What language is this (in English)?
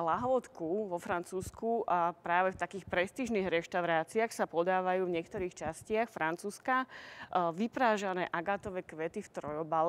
Slovak